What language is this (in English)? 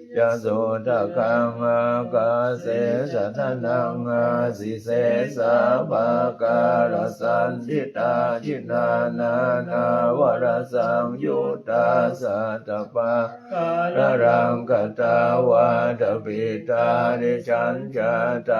Pali